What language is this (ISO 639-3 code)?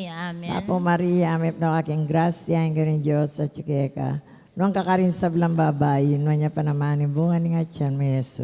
pam